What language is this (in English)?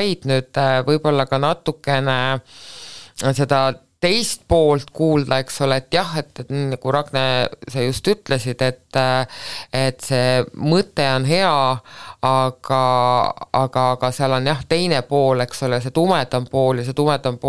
Estonian